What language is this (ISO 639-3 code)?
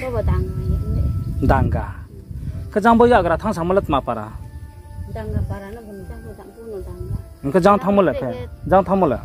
ria